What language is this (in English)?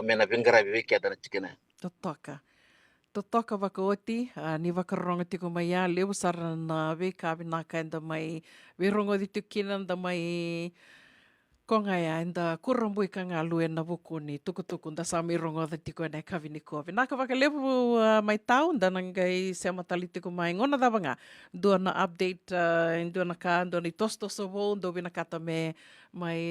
Fijian